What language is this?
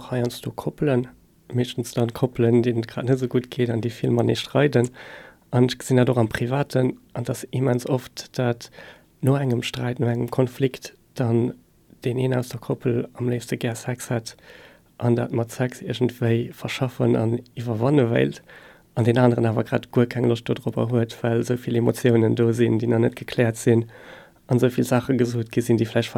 Luxembourgish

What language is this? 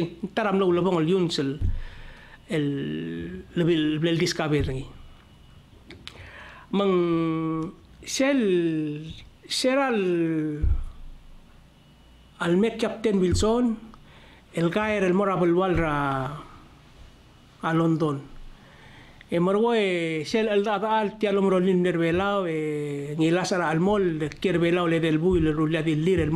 Palauan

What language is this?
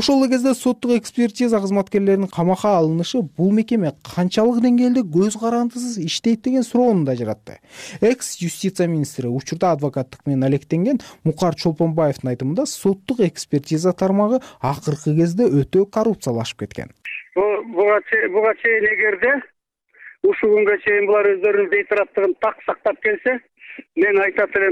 Kyrgyz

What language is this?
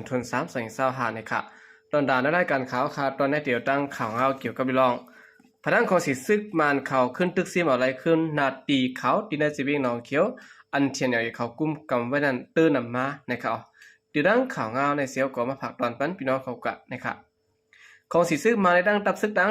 Shan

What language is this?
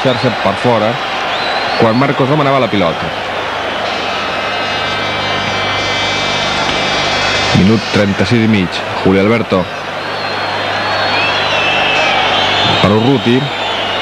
Catalan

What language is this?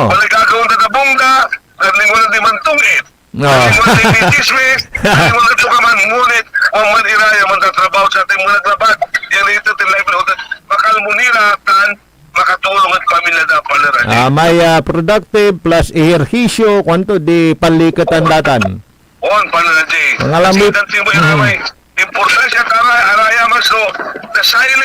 Pangasinan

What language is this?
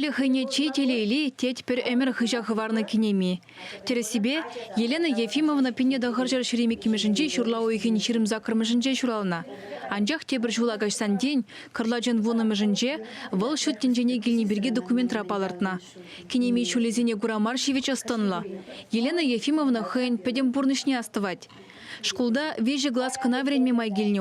Chuvash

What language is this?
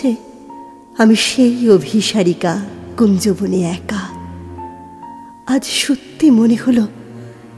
Bangla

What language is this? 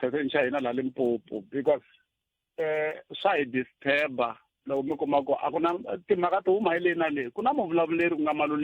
Tsonga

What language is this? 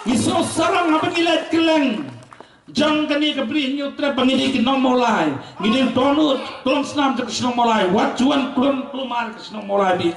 Khasi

